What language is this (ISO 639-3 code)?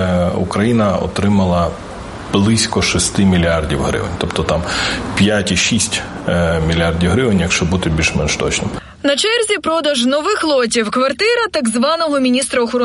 ukr